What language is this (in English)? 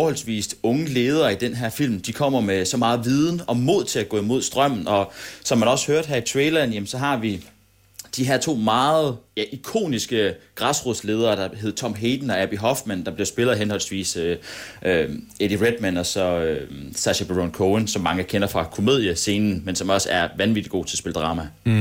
Danish